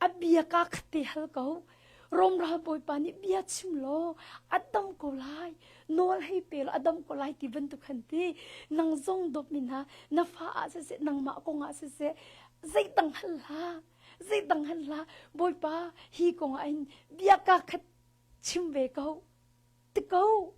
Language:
Hakha Chin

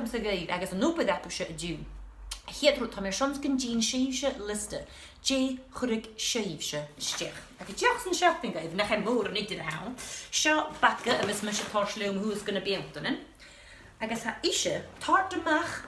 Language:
Scottish Gaelic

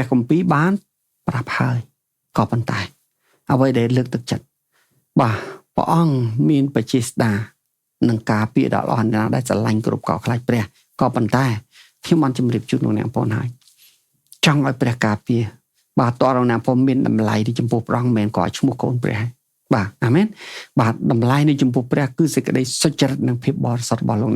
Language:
Khmer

